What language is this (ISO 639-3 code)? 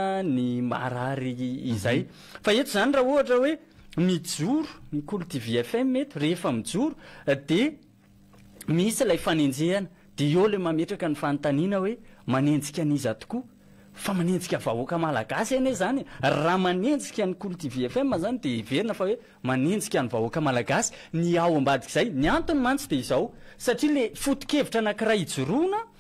mlg